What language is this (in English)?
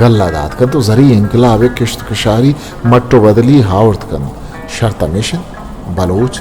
Eastern Balochi